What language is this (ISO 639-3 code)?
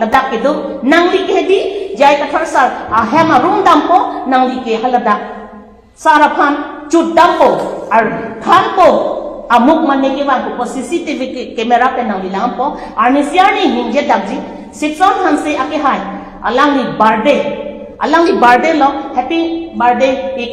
mjw